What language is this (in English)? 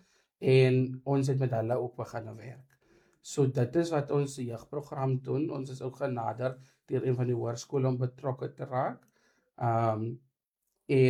Afrikaans